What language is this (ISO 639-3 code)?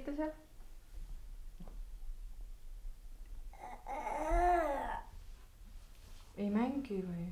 est